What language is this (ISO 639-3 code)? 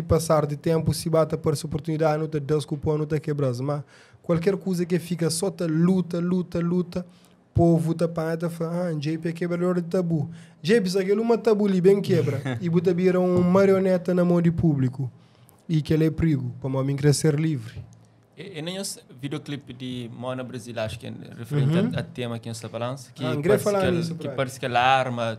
kea